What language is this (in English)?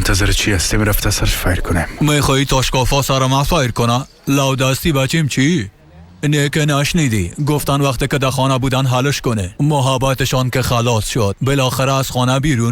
Persian